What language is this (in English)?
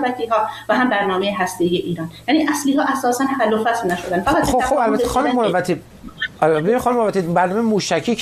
Persian